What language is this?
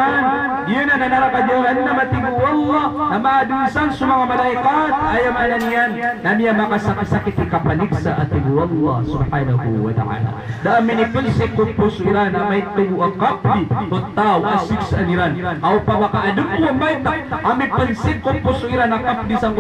Maranao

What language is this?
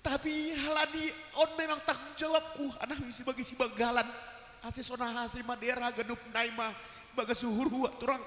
Batak Simalungun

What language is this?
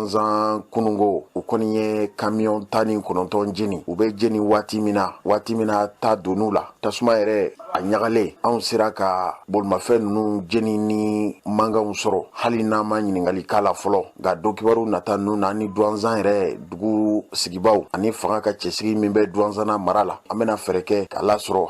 Bambara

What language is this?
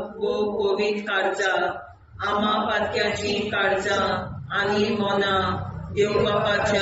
Konkani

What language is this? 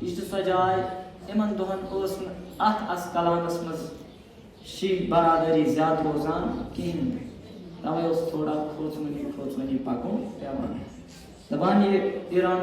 Kashmiri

